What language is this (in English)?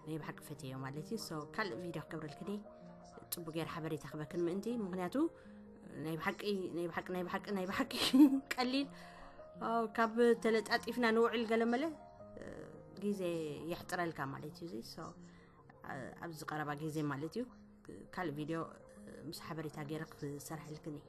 Tigrinya